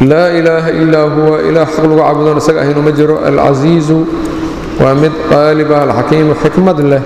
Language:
Somali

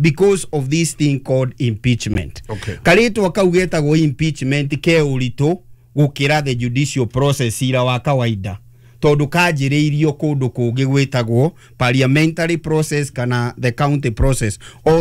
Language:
Kikuyu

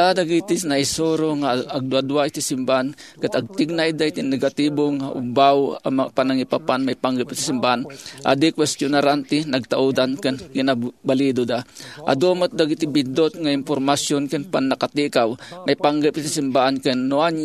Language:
Iloko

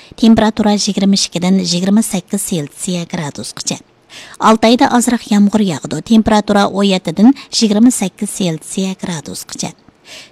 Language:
Uyghur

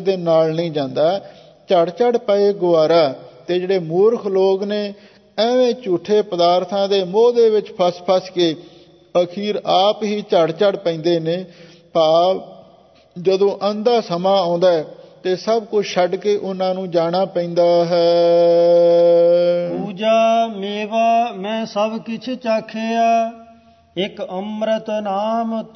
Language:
Punjabi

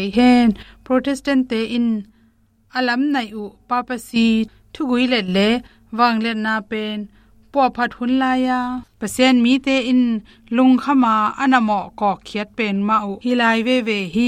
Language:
Tedim Chin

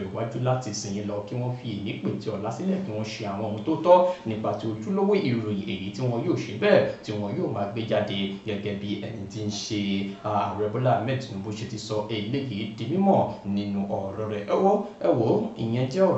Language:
Yoruba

